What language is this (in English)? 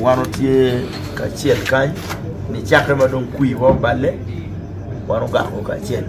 Acoli